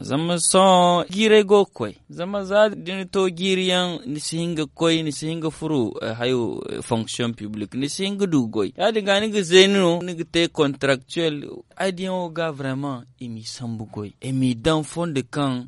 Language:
Zarma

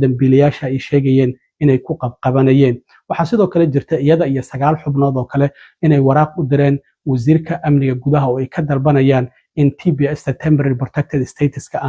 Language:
Somali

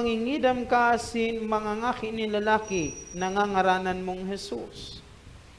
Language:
Bikol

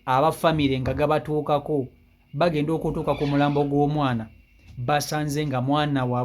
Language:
Ganda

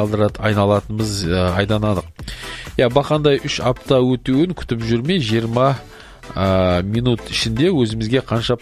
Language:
Kazakh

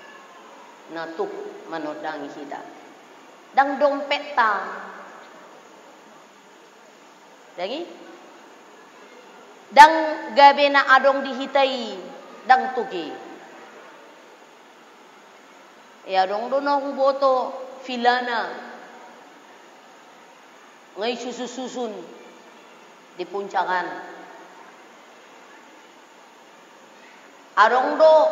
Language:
Batak Toba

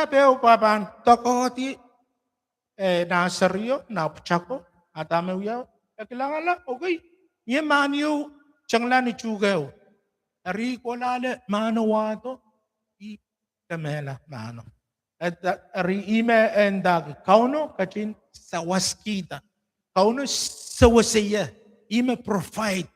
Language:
Pohnpeian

